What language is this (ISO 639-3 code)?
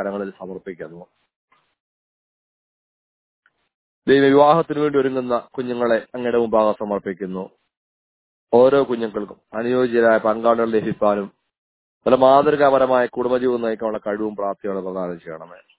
mal